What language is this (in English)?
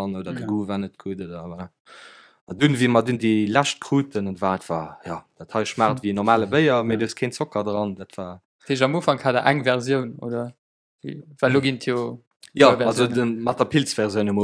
Luxembourgish